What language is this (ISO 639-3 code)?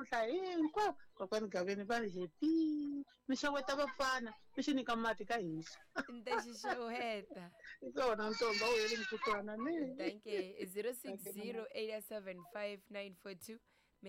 tso